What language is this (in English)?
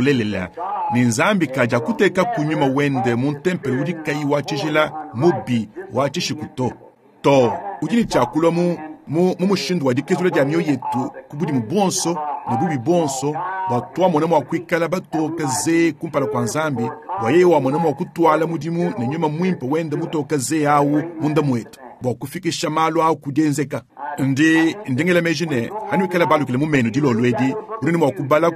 Luba-Lulua